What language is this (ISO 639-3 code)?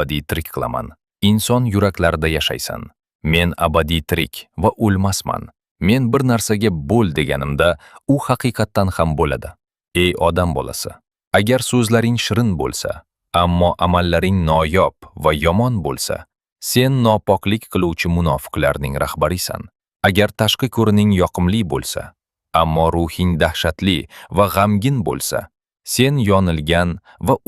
uzb